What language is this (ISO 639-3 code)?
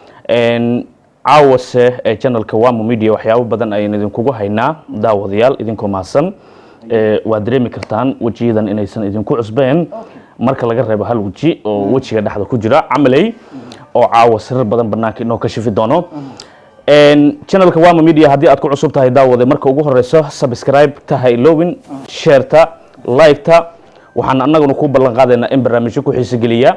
som